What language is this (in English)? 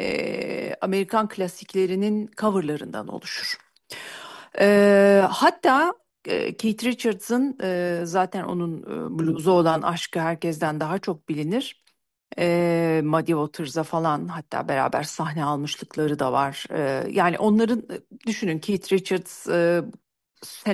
Turkish